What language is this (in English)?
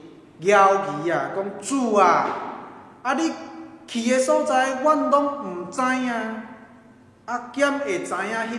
Min Nan Chinese